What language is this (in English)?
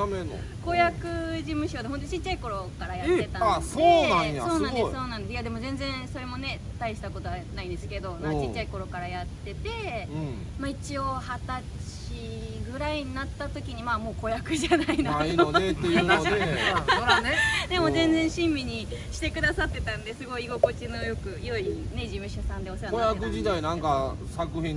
Japanese